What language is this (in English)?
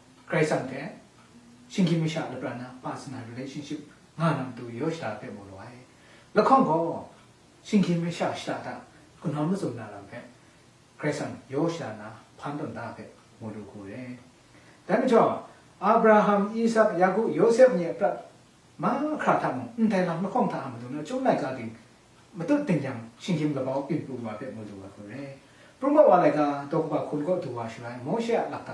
Kachin